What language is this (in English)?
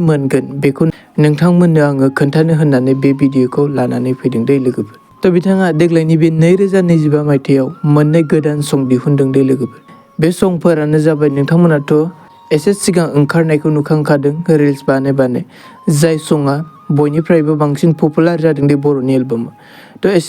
Bodo